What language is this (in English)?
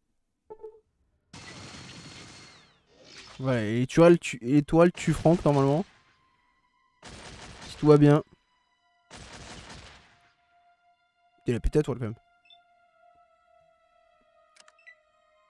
French